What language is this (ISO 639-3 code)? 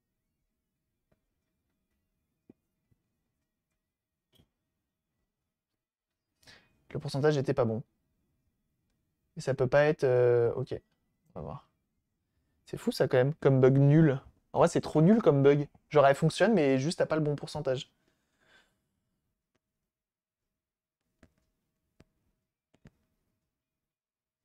fra